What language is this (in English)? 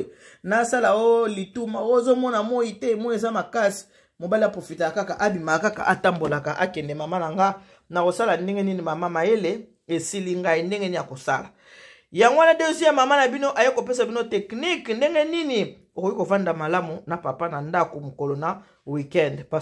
Lingala